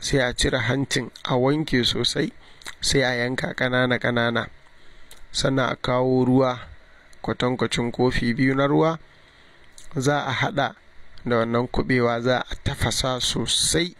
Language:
Hausa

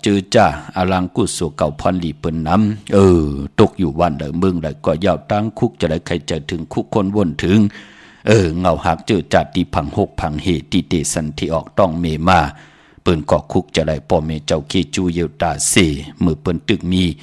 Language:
Shan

